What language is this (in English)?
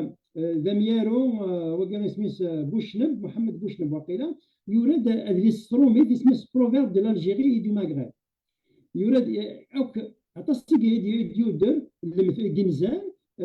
Kabyle